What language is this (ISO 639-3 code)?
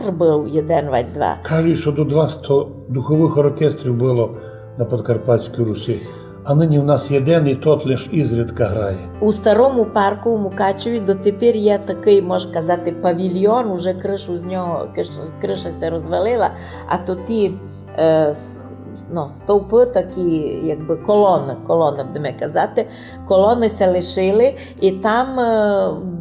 rue